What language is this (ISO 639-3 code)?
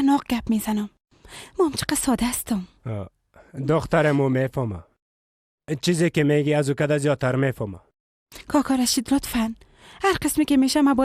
fas